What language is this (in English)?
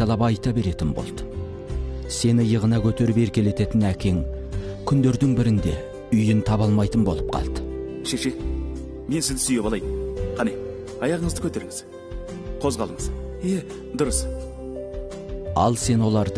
Kazakh